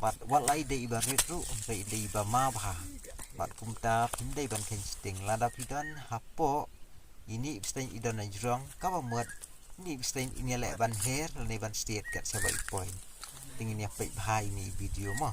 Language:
Khasi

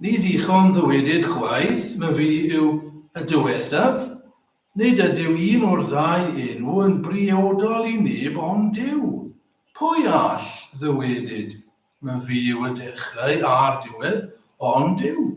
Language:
Welsh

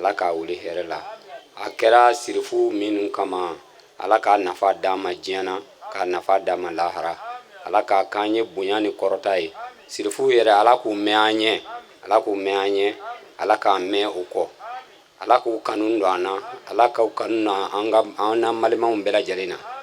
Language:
Bambara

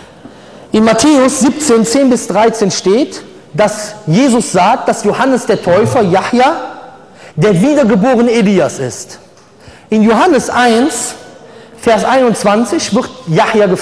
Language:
German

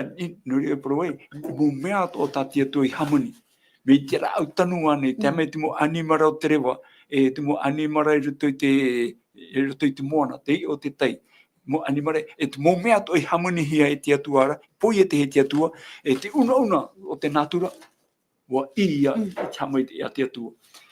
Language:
Tahitian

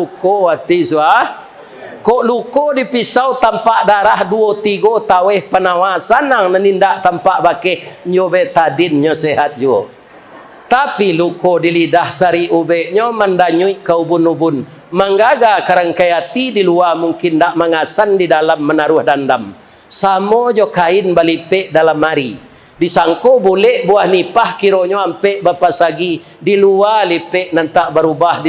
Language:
Minangkabau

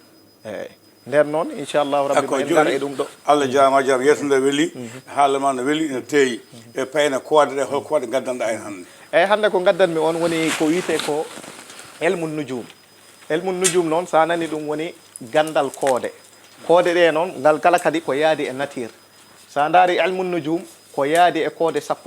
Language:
Fula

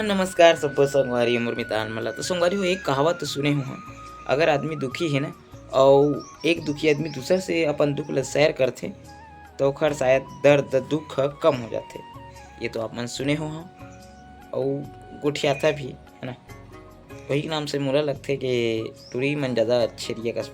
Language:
Chhattisgarhi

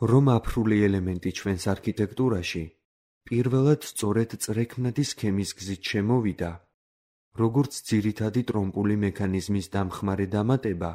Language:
Georgian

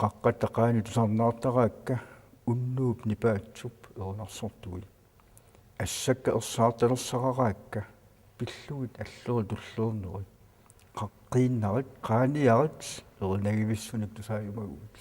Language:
Kalaallisut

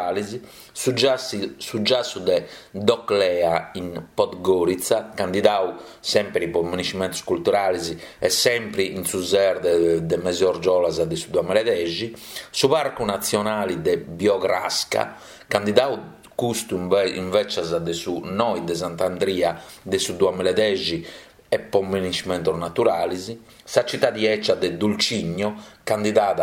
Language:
Sardinian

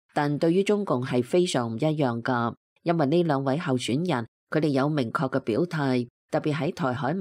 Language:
Cantonese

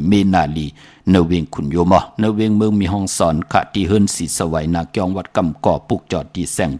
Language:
Shan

